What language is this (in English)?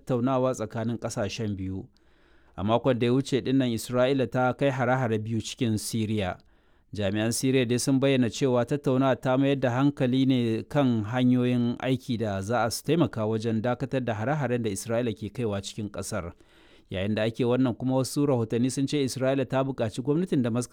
Hausa